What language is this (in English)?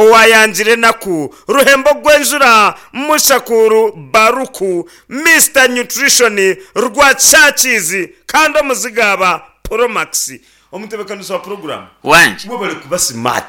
Nyankole